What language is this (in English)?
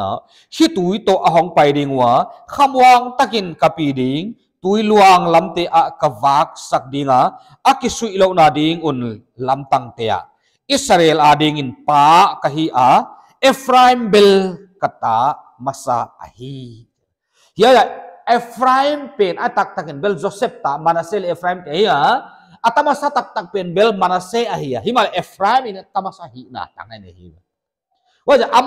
Paite Chin